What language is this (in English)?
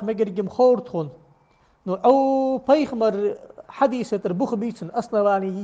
Ingush